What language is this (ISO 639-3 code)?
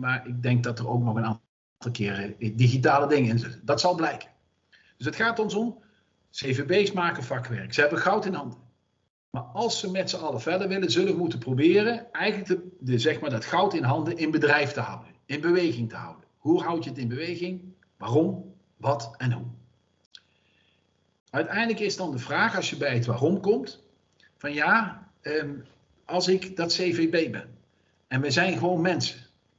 nld